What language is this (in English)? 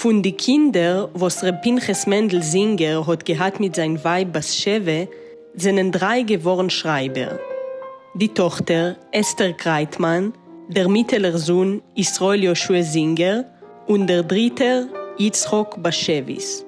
Yiddish